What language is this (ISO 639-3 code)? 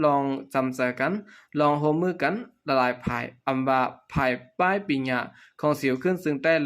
shn